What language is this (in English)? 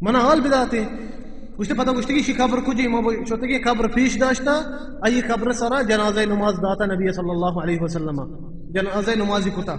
Baluchi